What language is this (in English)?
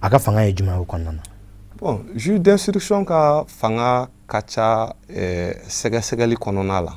Bambara